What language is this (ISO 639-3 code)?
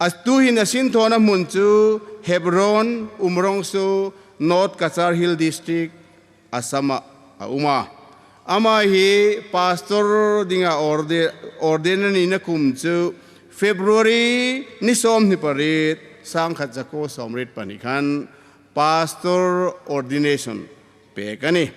hmr